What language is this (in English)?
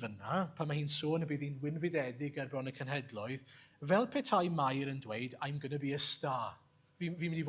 Welsh